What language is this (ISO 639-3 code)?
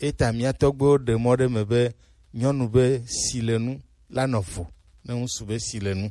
gej